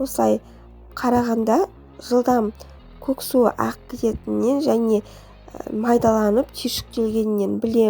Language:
Kazakh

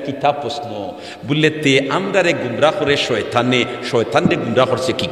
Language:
Sylheti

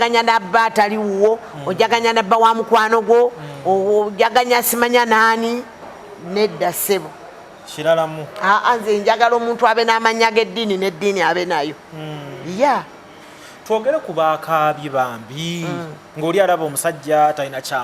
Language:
Ganda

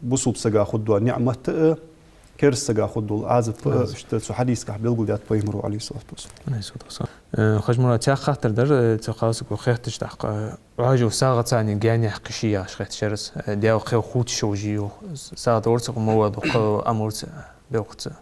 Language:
Ingush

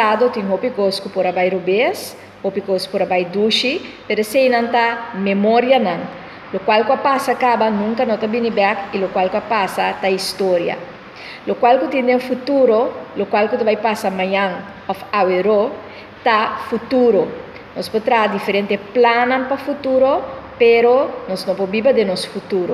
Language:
Papiamento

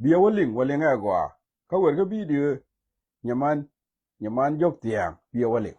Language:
Nuer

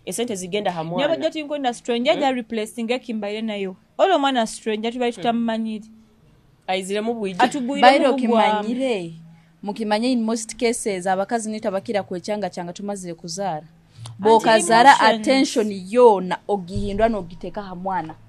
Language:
Nyoro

